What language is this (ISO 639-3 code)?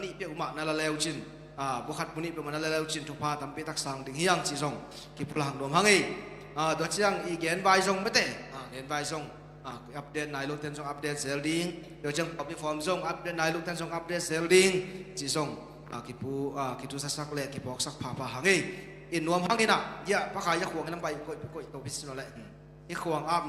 ctd